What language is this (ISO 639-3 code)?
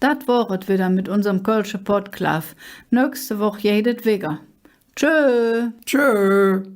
ksh